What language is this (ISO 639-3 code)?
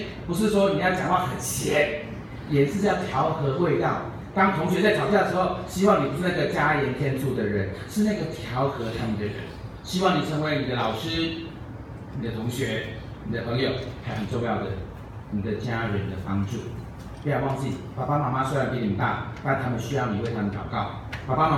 nan